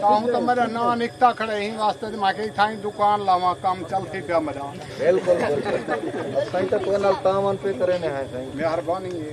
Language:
Saraiki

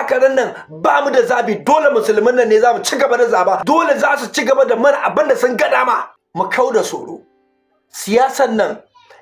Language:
Hausa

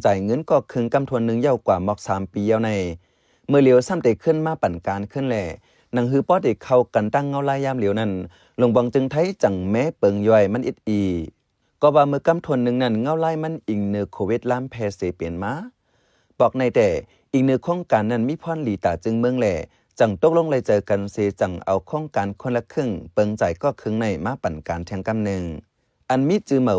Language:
Shan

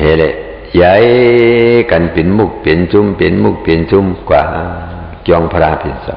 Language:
Shan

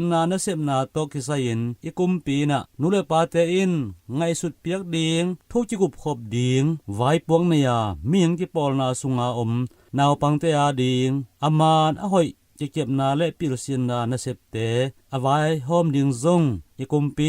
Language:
Tedim Chin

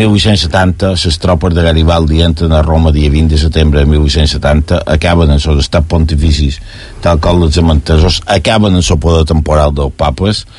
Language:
Catalan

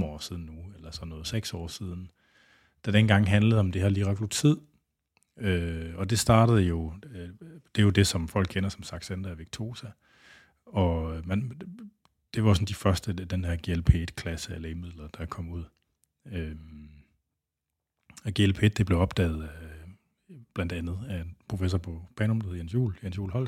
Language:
Danish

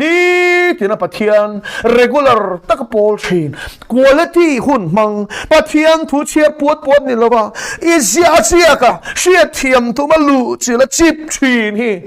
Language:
Mizo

